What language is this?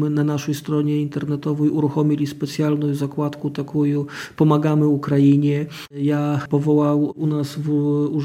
Polish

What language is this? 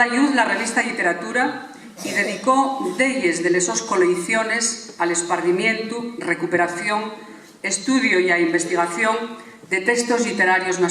Asturian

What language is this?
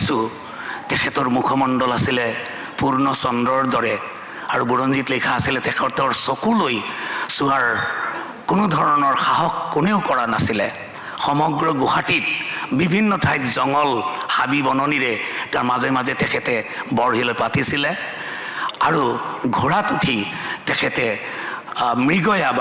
Assamese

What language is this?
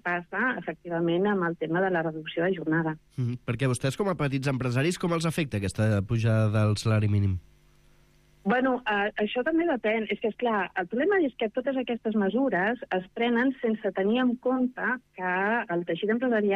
Catalan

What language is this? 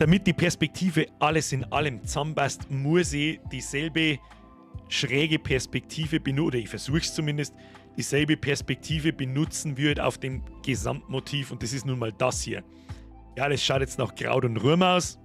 Bavarian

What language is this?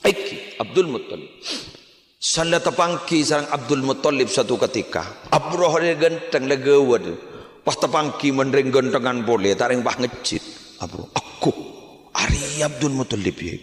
Madurese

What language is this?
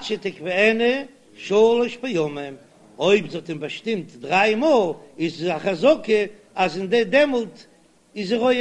Yiddish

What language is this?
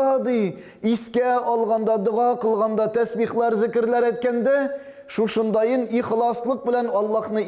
Tatar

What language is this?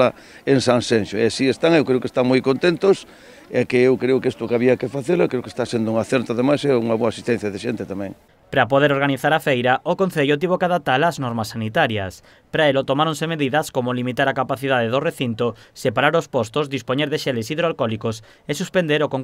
Galician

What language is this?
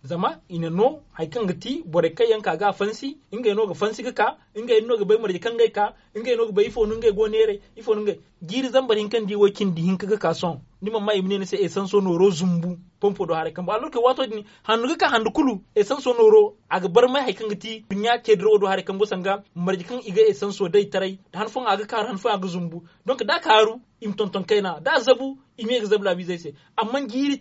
Zarma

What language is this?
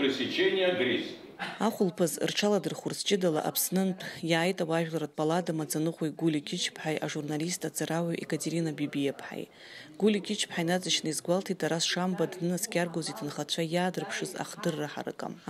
Abkhazian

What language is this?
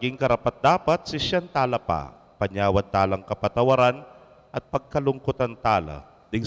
Pampanga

